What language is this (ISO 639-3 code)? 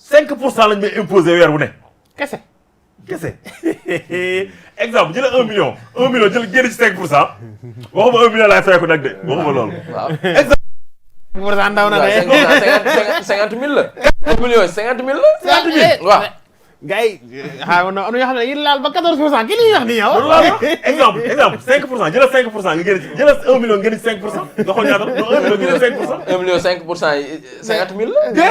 wol